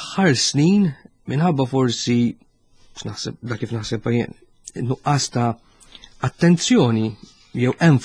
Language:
Maltese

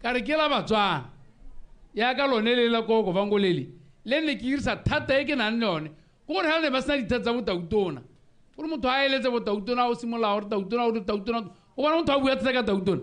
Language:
Tswana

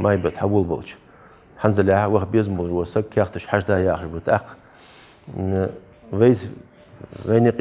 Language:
Ingush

